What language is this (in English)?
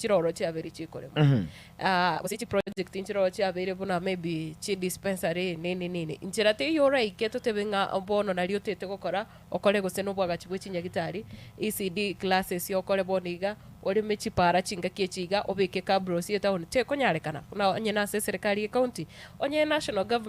Gusii